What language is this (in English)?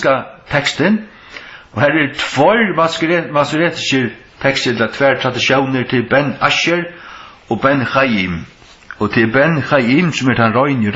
Faroese